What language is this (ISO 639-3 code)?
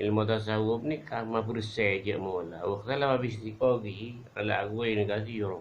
mad